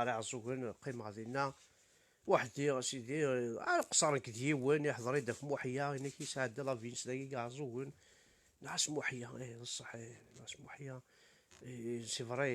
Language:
Kabyle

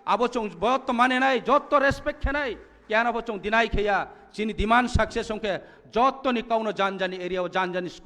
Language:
Kok Borok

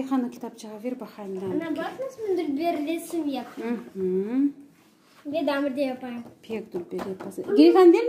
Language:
Crimean Tatar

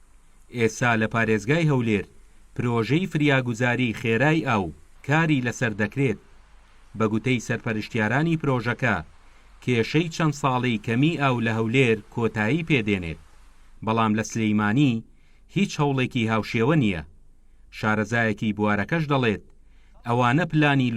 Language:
Central Kurdish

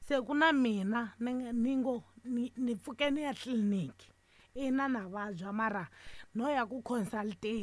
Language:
Tsonga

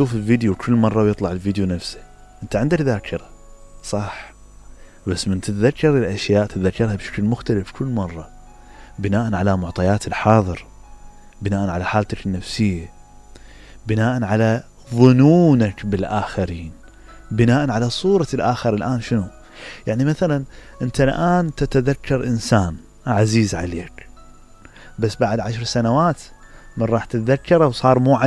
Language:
Mesopotamian Arabic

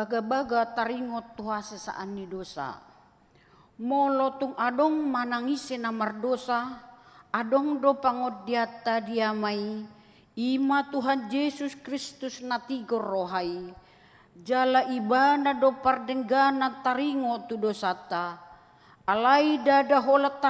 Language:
Batak Toba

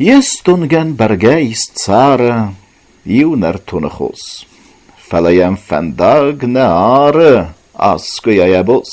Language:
Ossetic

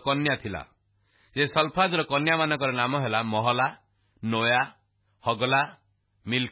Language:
Odia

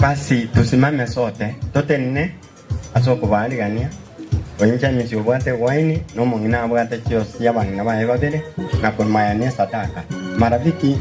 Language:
Gusii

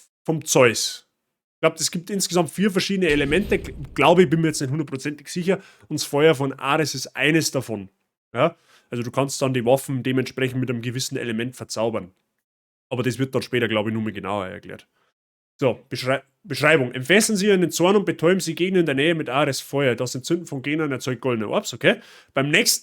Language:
Bavarian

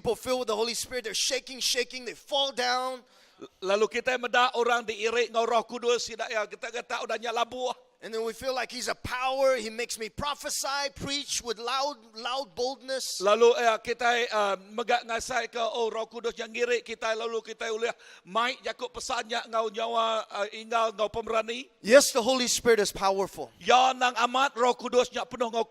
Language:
Iban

